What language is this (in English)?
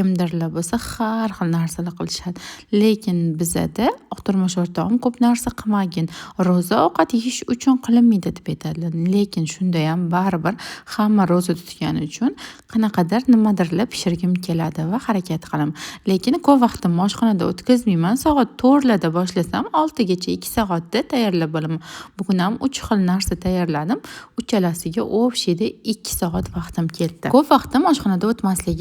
Uzbek